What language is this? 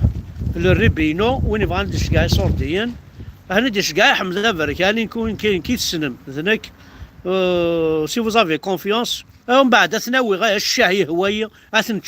Kabyle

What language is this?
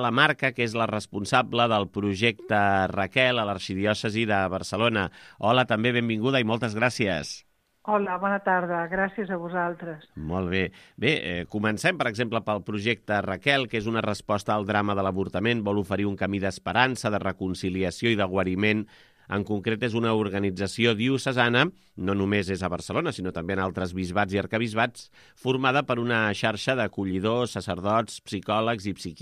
Catalan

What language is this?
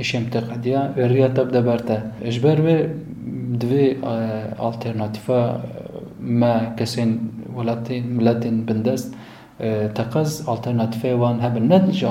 Kurdish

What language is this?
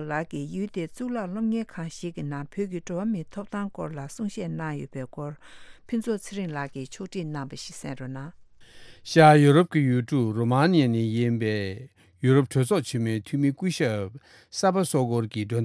Tibetan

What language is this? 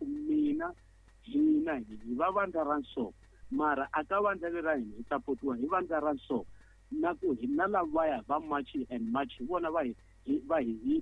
Tsonga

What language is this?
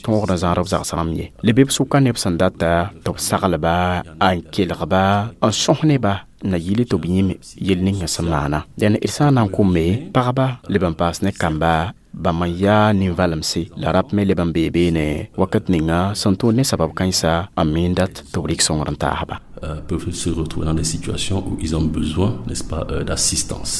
Mossi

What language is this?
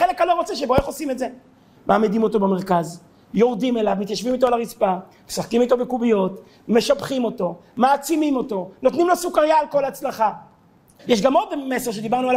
Hebrew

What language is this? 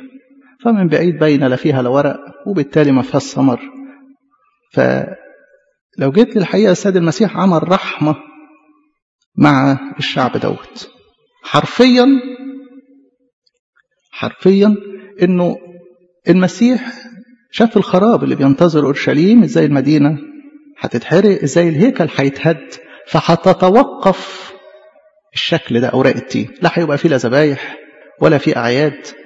Egyptian Arabic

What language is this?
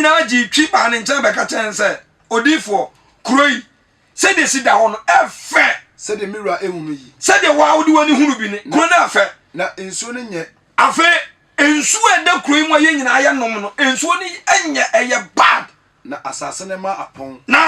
Akan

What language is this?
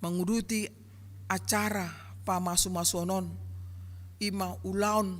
Batak Toba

